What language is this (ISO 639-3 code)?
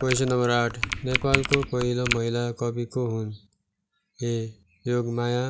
nep